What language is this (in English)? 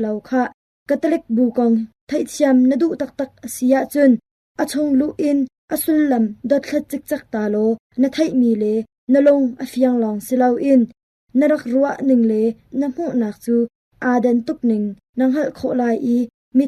Hakha Chin